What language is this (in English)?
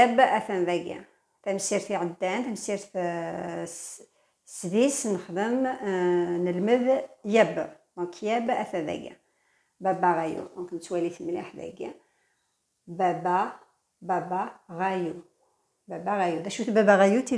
Kabyle